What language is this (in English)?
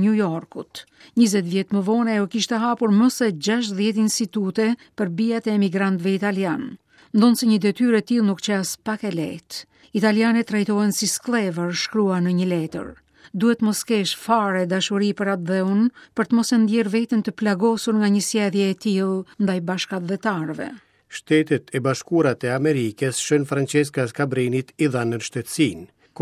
Albanian